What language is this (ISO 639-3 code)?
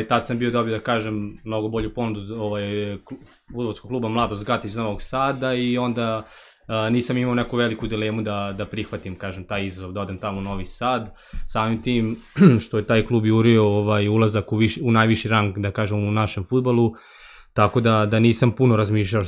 srp